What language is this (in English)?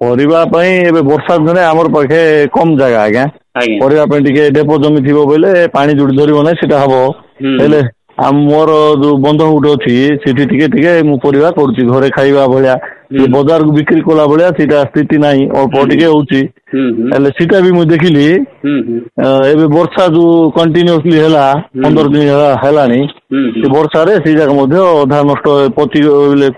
Odia